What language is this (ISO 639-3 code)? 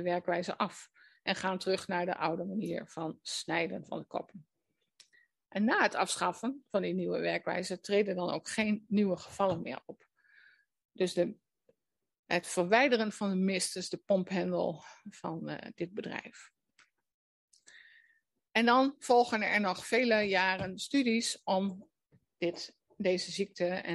nld